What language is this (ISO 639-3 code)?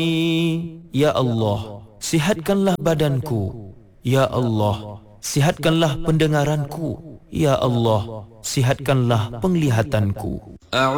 msa